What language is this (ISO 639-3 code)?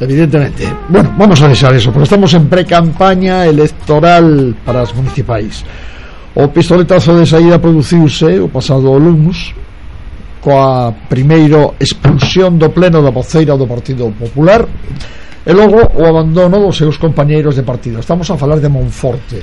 glg